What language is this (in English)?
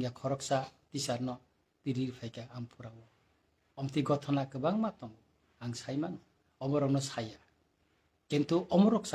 Kok Borok